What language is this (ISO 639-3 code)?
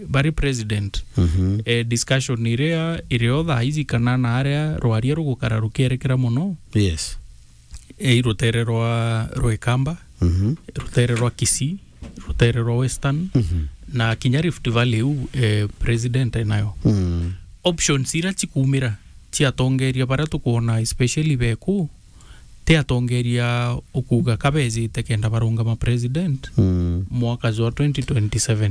mer